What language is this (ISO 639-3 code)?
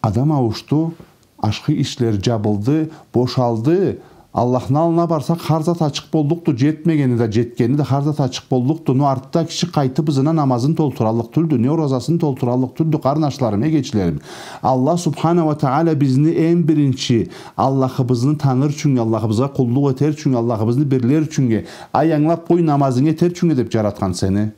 krc